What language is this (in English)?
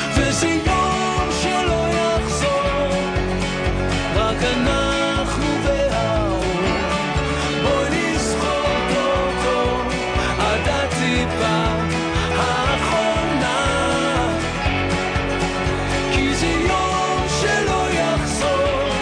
Hebrew